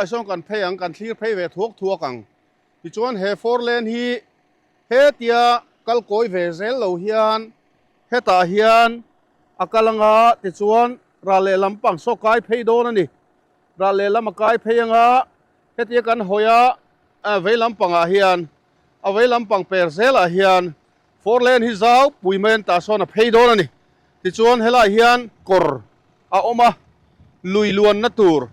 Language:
Mizo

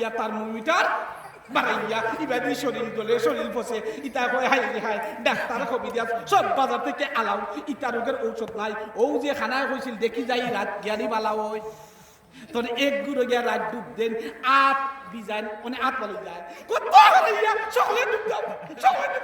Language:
Sylheti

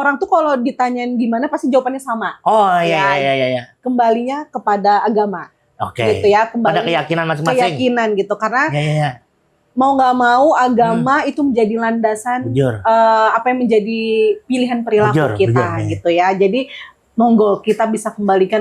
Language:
Banjar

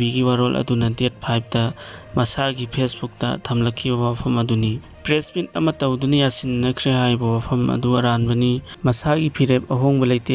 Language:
Manipuri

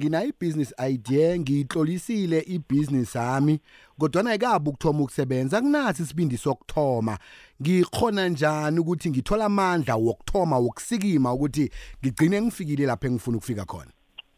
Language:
South Ndebele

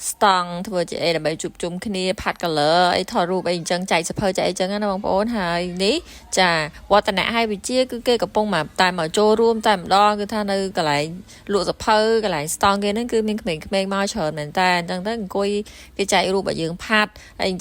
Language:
Khmer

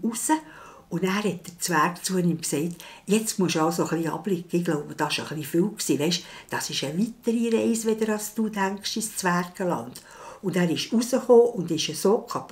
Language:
Swiss German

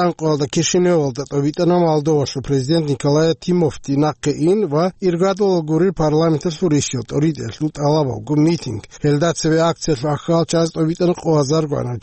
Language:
Avaric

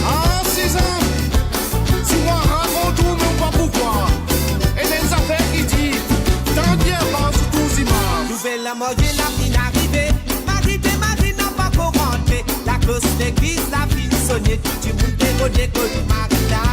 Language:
Morisyen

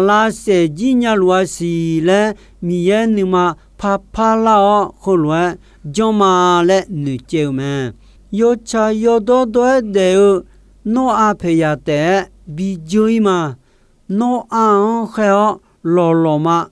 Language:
Akha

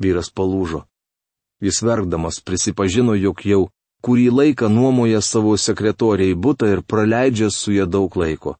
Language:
Lithuanian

